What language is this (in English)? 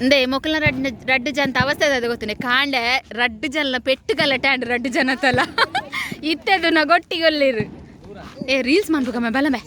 Tulu